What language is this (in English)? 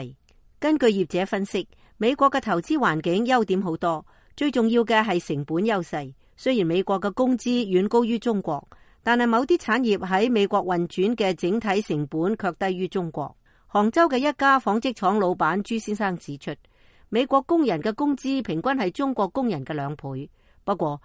Cantonese